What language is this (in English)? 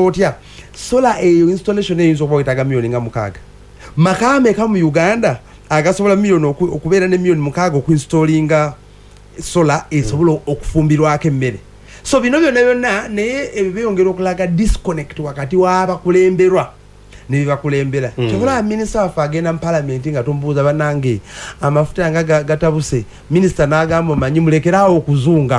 Ganda